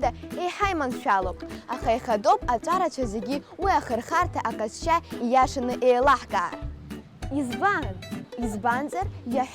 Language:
Abkhazian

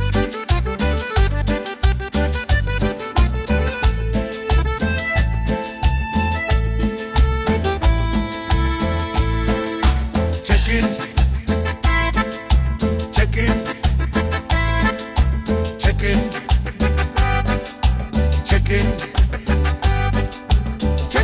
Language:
Basque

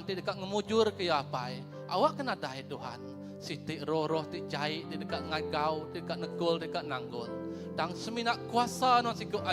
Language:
Iban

